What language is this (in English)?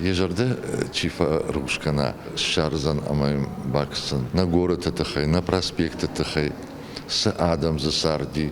Ossetic